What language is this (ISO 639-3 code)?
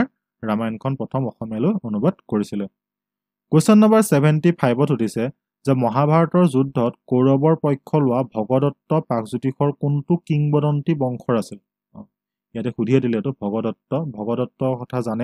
asm